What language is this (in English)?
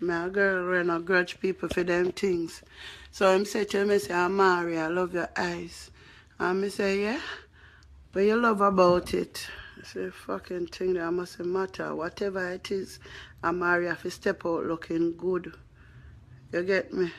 Jamaican Creole English